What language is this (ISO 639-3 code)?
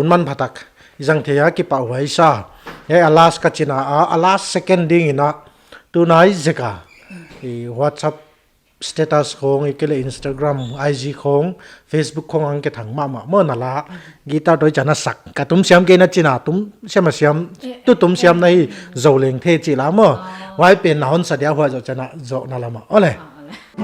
pck